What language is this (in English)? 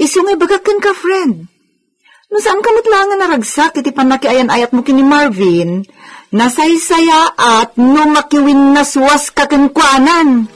Iloko